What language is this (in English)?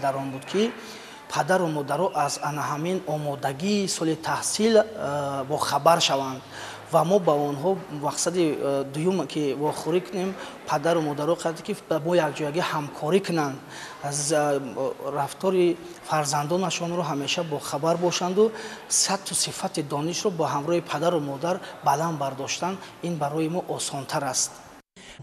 Tajik